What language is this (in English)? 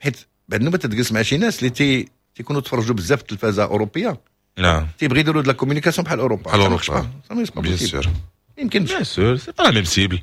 Moroccan Arabic